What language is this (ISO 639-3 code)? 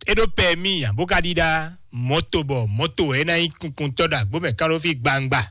fon